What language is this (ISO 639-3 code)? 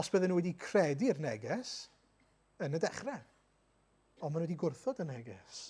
cym